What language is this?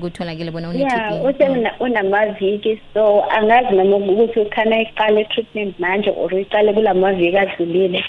South Ndebele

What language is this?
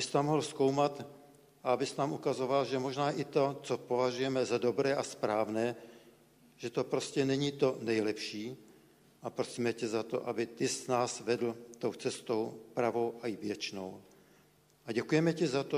Czech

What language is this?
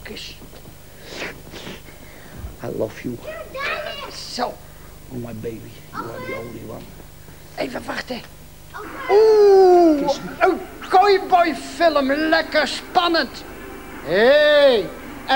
Dutch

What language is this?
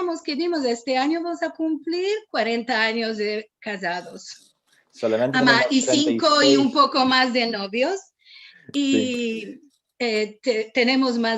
Ladino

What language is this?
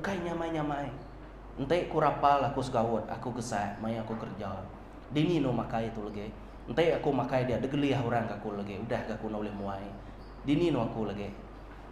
Iban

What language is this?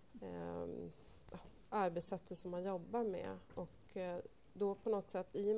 Swedish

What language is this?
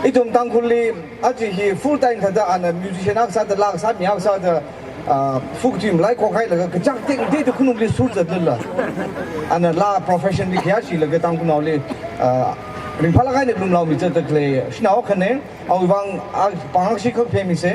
Tangkhul Naga (India)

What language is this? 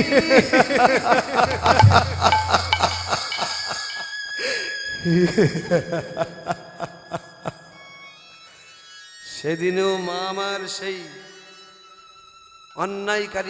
Bangla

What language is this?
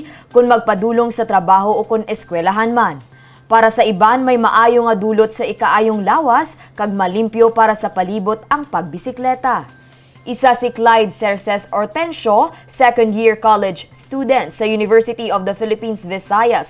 Hiligaynon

